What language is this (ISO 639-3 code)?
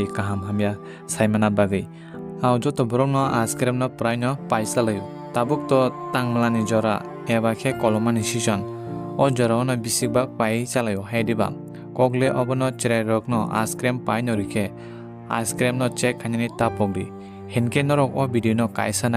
trp